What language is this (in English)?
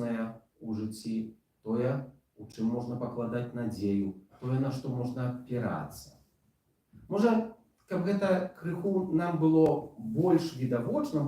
Belarusian